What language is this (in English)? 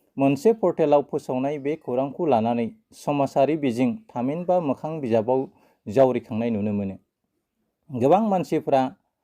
Bodo